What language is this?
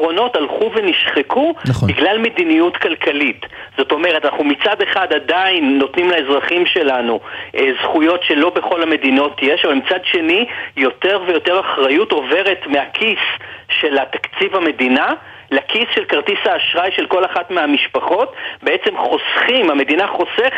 Hebrew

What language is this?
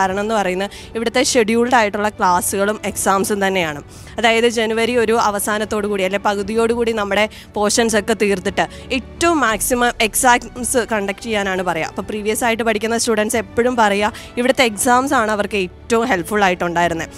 Malayalam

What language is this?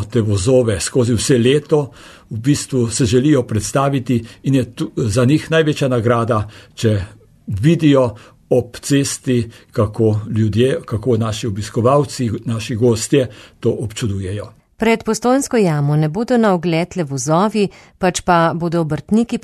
Slovenian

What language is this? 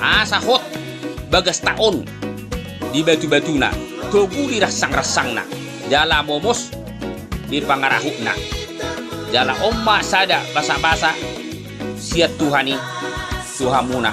Batak Toba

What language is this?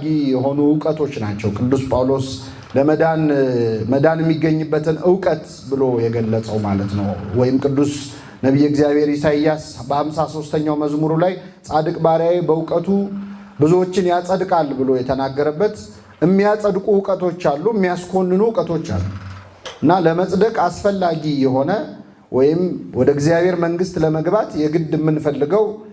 Amharic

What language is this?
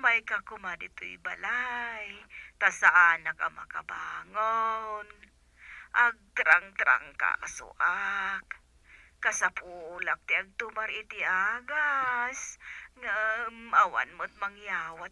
Iloko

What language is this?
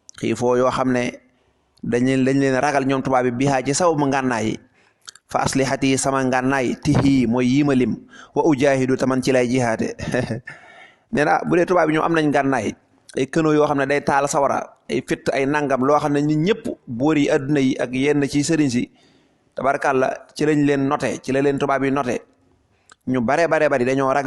Wolof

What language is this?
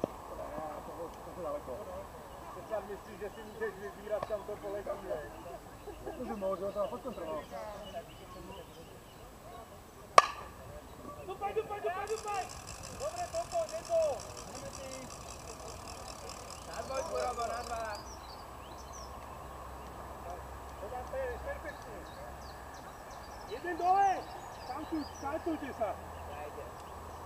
Czech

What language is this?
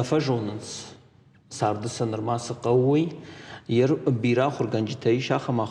Ossetic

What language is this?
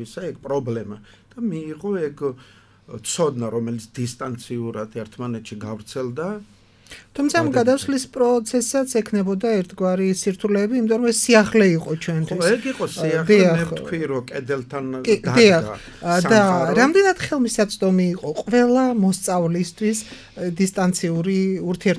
Georgian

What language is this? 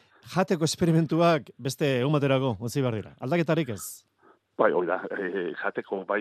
Basque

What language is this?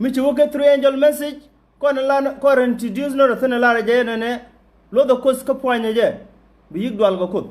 Nuer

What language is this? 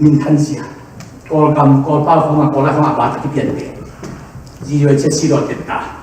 Tedim Chin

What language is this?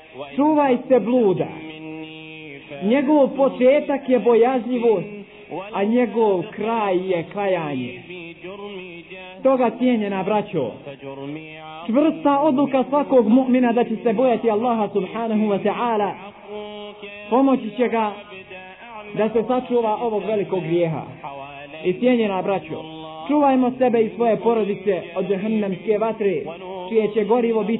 Bosnian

